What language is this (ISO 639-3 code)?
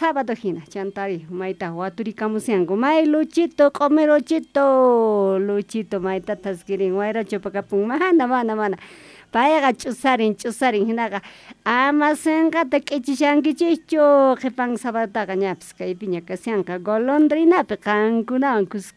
que